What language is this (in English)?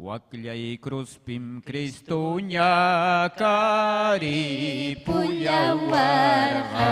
Ayacucho Quechua